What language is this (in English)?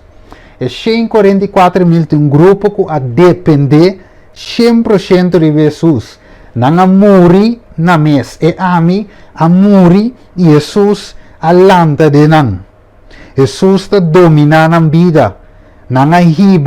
Papiamento